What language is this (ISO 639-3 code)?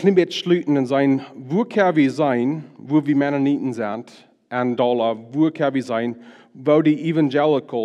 pdt